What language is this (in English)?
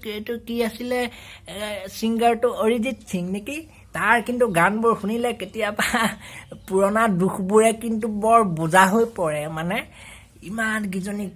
Assamese